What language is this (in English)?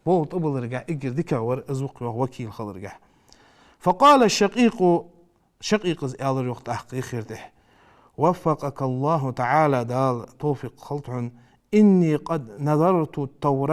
Ingush